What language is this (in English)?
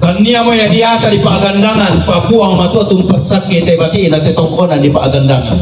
Toraja-Sa'dan